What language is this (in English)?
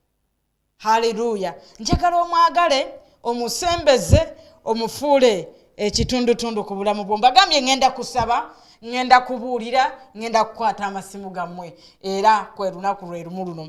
Ganda